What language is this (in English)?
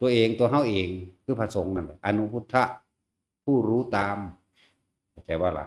Northeastern Thai